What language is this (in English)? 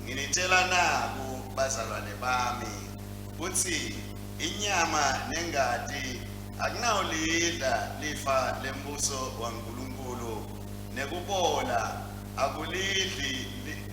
Swati